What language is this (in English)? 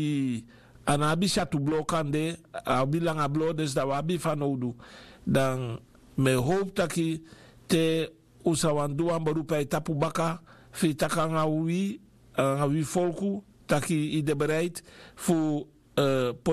Sranan Tongo